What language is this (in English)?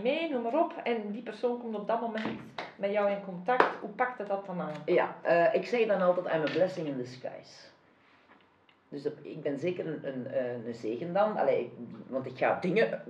Dutch